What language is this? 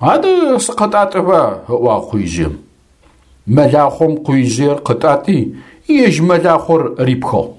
Adyghe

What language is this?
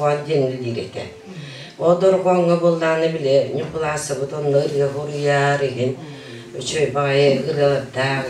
Yakut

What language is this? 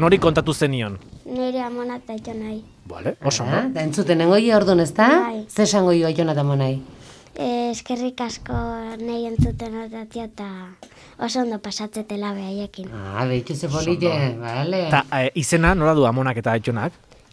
Basque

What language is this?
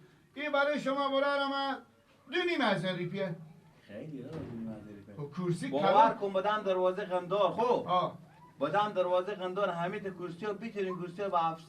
Persian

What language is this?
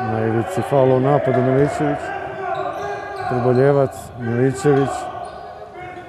Serbian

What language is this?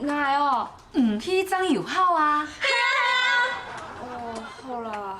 Hakka Chinese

